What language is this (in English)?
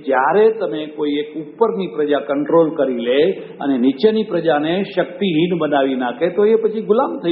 Gujarati